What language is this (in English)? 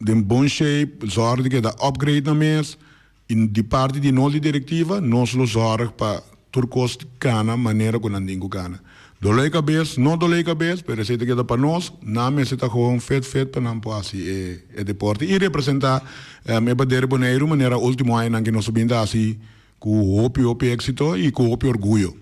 Papiamento